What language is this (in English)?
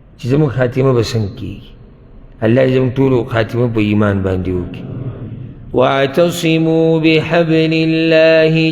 Pashto